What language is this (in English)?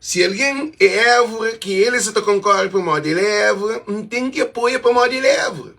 Kabuverdianu